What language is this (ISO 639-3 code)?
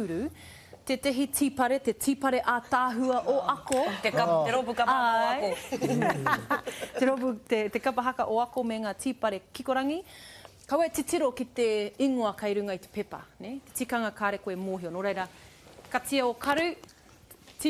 mri